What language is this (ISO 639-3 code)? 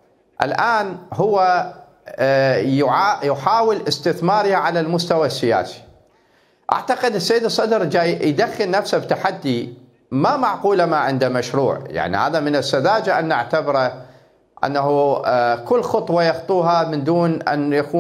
acm